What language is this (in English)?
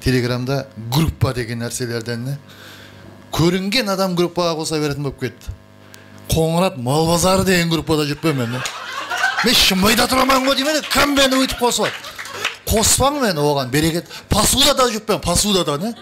Kara-Kalpak